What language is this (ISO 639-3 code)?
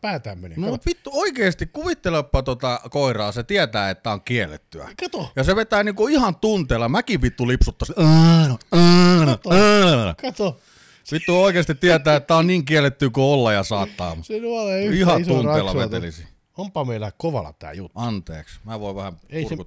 fin